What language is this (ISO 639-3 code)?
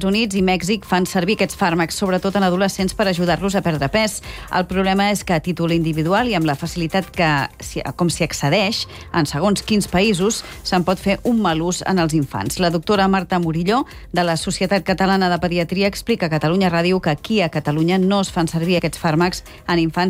cat